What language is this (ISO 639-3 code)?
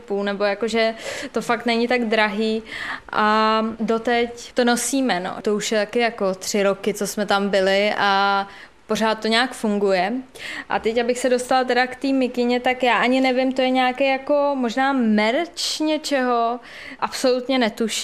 ces